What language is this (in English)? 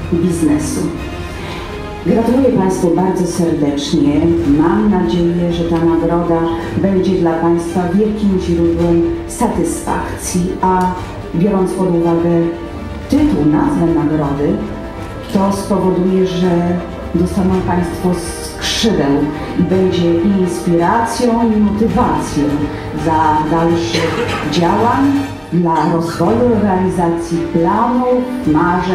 Polish